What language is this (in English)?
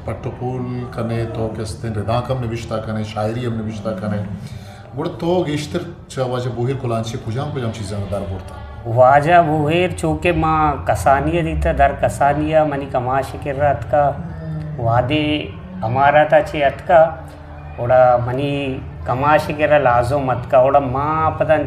Eastern Balochi